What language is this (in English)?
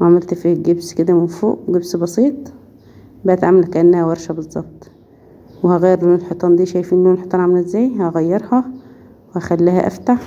Egyptian Arabic